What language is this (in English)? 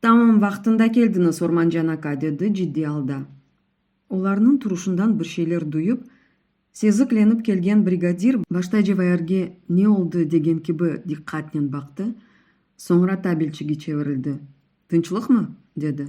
Crimean Tatar